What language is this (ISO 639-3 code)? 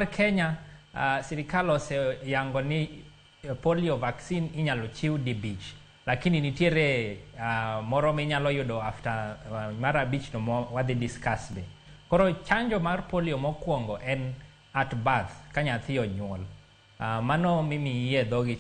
luo